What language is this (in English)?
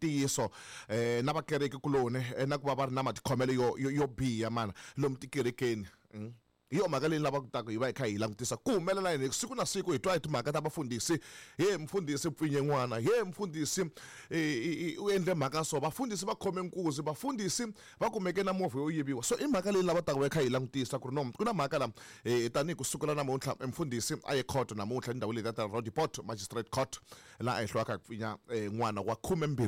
Tsonga